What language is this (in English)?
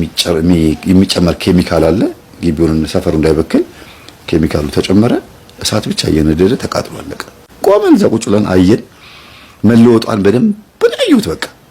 Amharic